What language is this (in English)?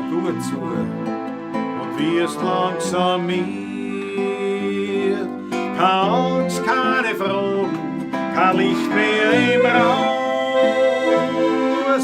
Bavarian